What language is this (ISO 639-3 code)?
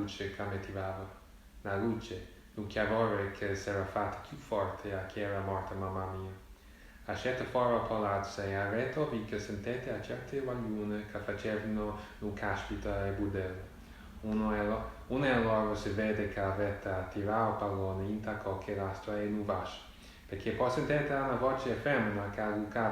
nap